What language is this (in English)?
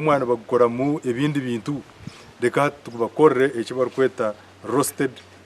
Nyankole